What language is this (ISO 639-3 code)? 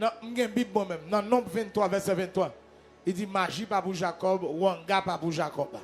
hat